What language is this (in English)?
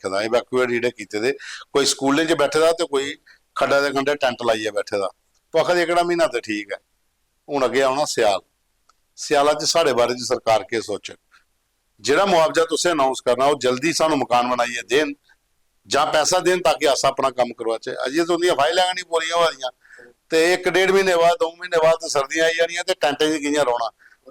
Dogri